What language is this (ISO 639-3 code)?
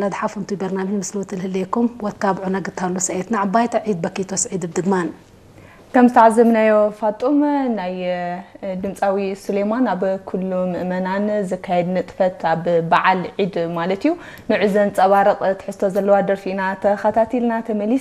tig